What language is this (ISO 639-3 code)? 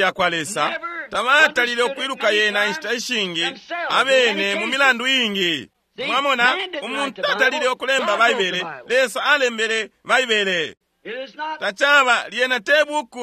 bem